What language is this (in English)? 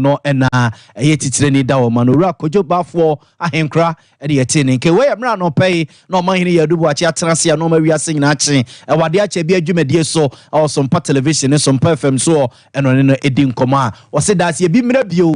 Akan